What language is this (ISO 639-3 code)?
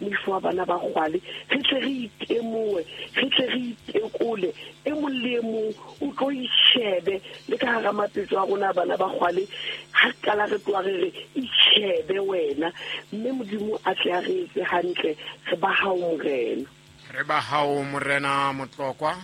sot